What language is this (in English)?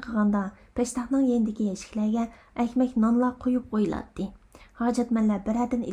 Uyghur